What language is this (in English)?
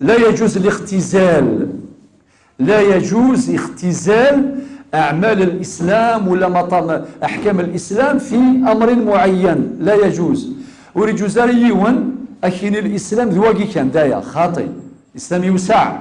Kabyle